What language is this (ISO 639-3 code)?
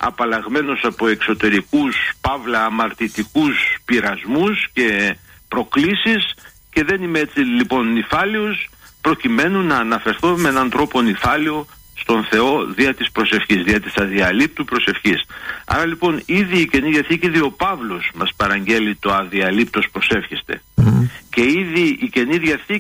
ell